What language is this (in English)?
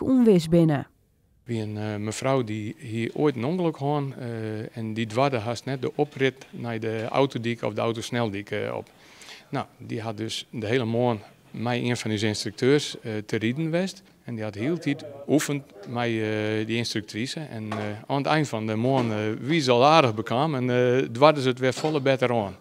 Western Frisian